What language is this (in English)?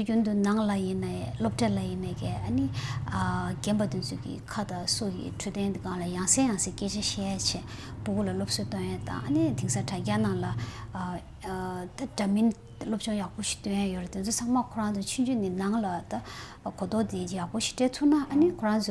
Tibetan